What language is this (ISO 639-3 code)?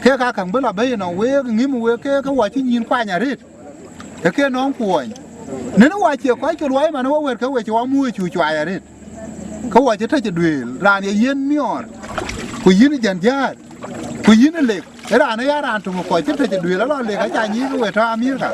din